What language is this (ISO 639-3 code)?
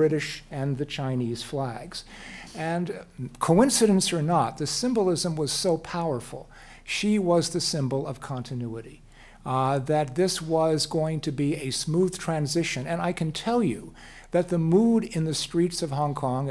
eng